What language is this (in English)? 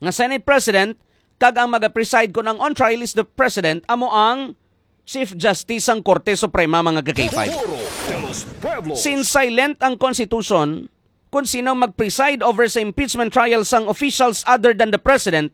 Hiligaynon